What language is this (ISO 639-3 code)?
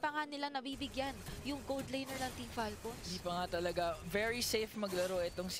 fil